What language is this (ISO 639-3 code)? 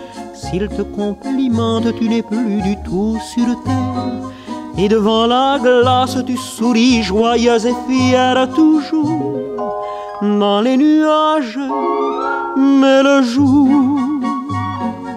fra